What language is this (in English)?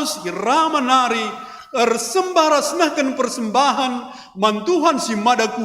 Batak Karo